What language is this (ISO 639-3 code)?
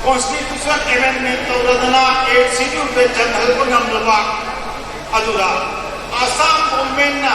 mni